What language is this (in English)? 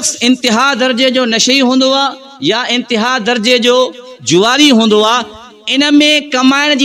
Sindhi